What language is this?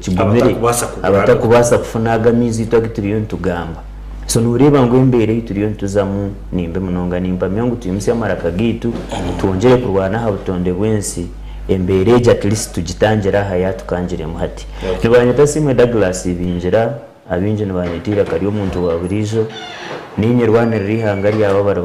Nyankole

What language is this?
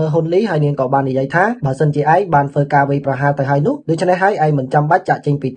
Khmer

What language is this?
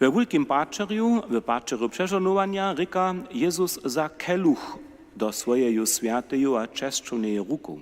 Upper Sorbian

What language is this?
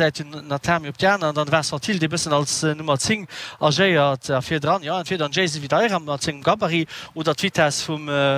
Luxembourgish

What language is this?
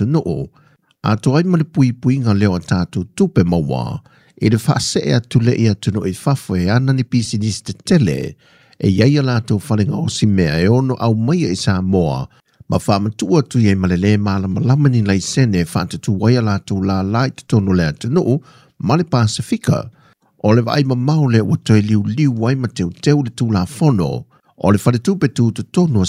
Samoan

